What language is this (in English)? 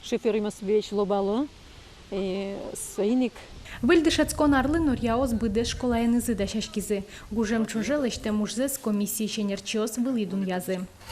Udmurt